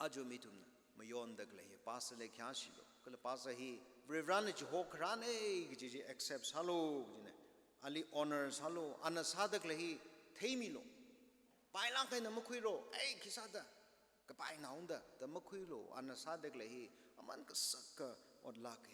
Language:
Tangkhul Naga (India)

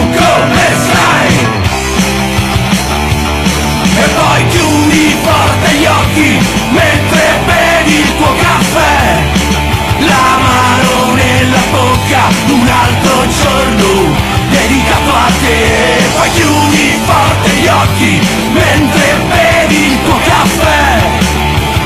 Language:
Italian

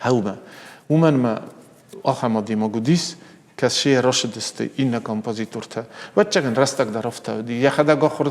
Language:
Ossetic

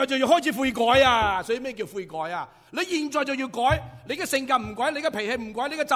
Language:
Cantonese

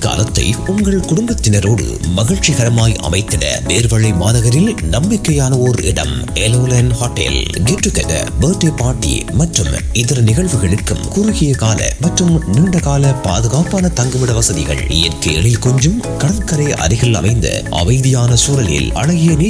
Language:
Tamil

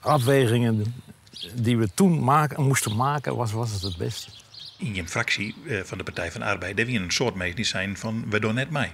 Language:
Western Frisian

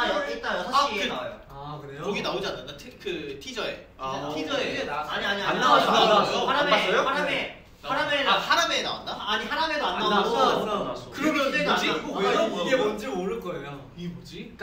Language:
Korean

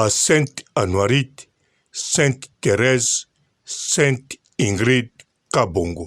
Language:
Lingala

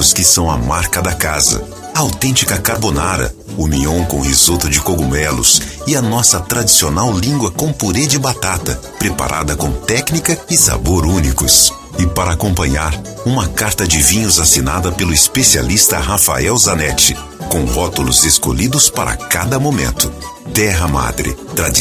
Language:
Portuguese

